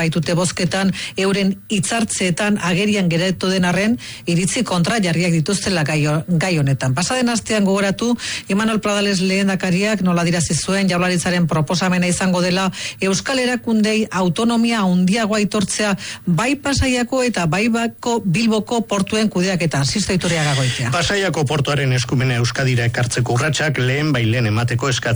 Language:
Basque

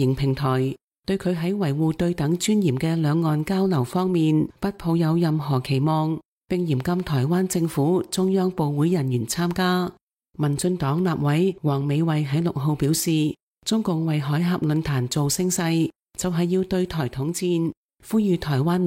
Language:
Cantonese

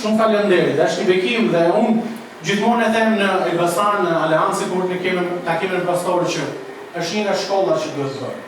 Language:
Albanian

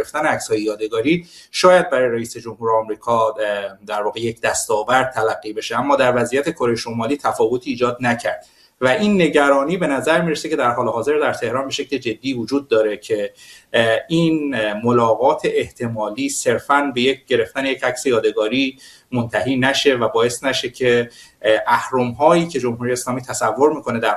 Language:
Persian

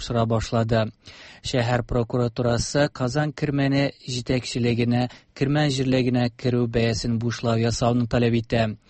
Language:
Tatar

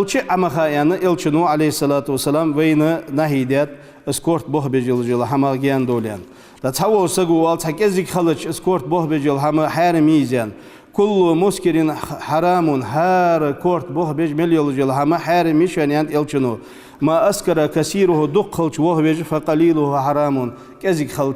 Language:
Ingush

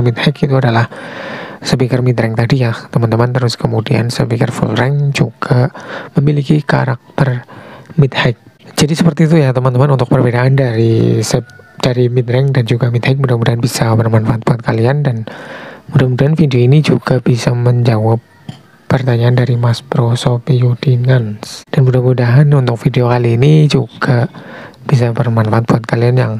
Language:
Indonesian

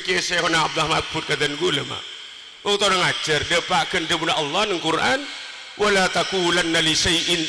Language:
Madurese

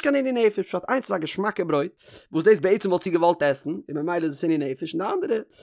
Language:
Yiddish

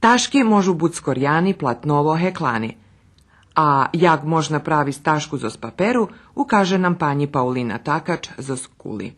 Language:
Rusyn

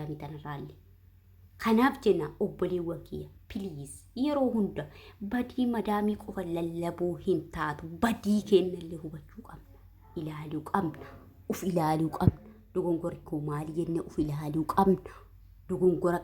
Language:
Oromo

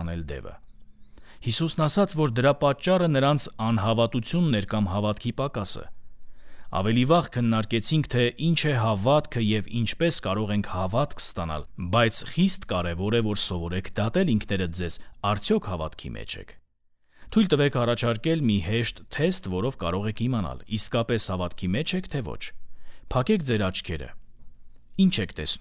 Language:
Armenian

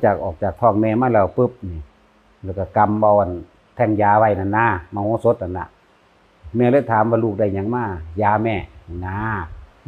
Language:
Northeastern Thai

